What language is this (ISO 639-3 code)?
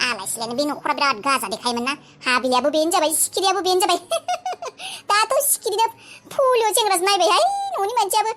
brx